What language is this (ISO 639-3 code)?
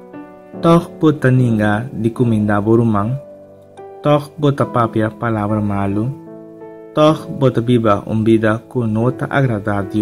pap